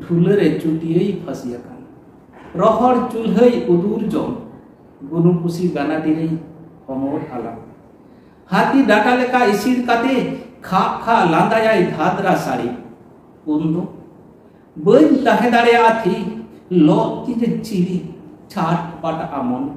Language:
Santali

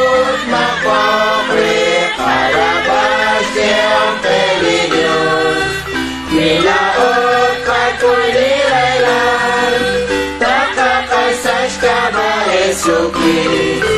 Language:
Kekchí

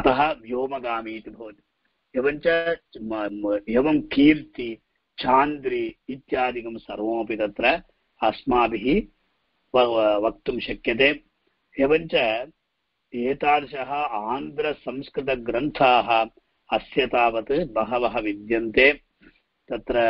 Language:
Sanskrit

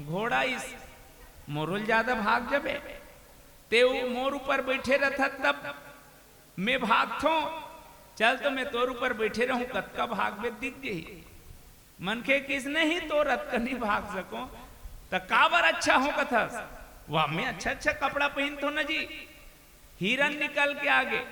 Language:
Chhattisgarhi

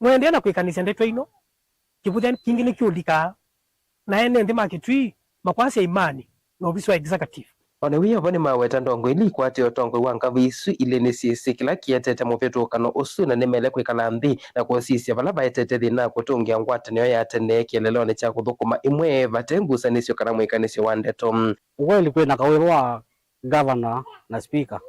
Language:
Kamba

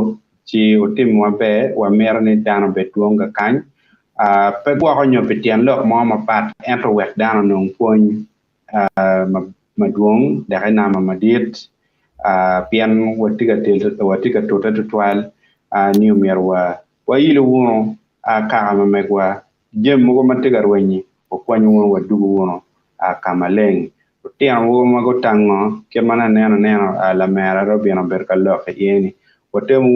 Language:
Acoli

